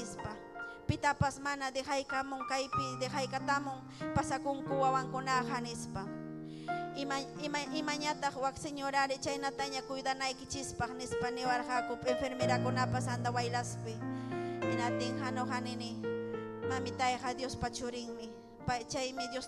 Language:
Ayacucho Quechua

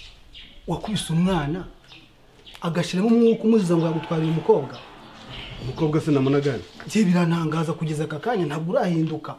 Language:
Kinyarwanda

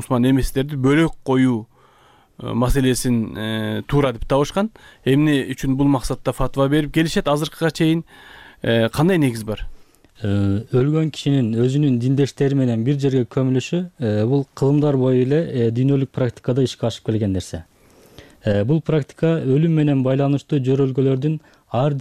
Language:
Kyrgyz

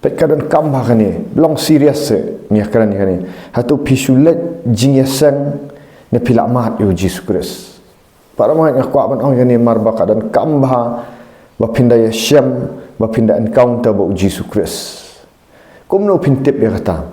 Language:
Khasi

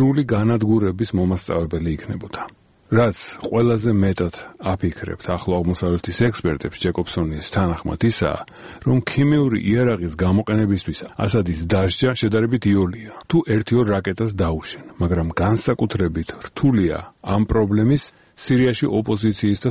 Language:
Georgian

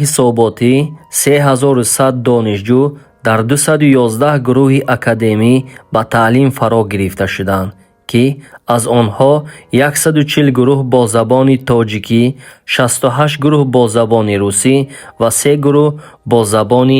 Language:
Tajik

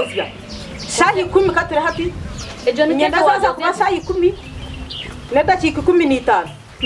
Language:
Nyankole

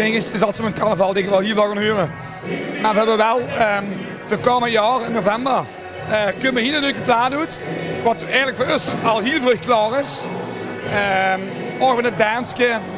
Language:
Limburgish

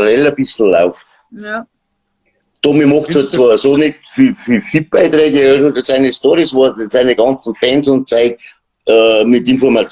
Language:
Bavarian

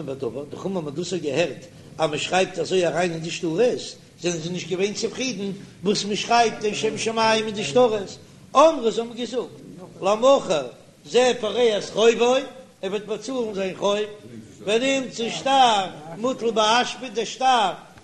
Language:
Yiddish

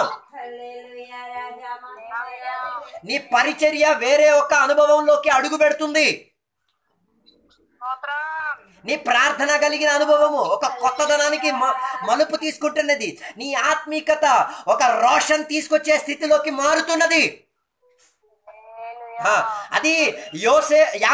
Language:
Telugu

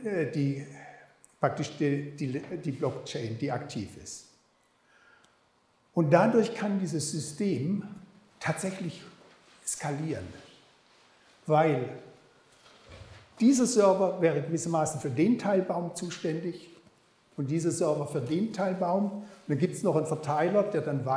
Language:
German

